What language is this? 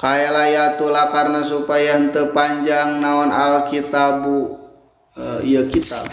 Sundanese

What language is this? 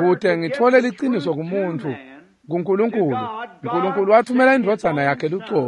Swati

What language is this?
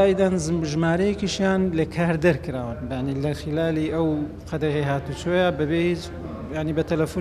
Central Kurdish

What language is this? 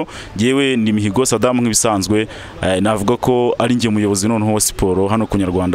Kinyarwanda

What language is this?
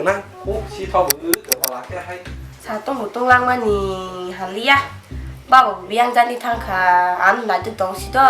Kok Borok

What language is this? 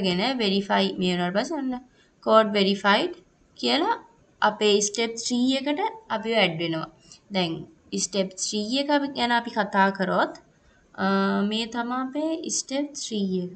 Sinhala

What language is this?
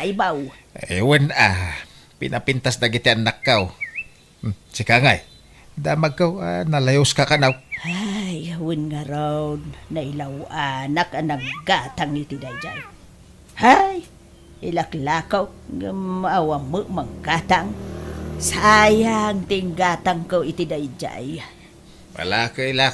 Iloko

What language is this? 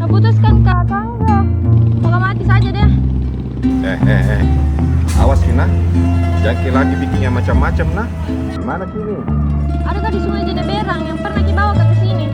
Makassar Malay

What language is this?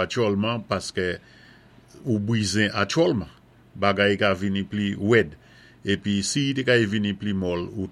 Saint Lucian Creole French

